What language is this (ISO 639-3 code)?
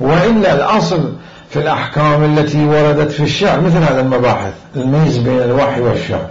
acm